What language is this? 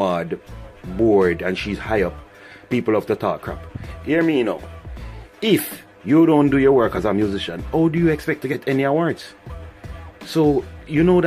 Jamaican Creole English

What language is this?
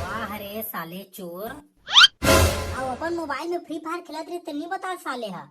Chhattisgarhi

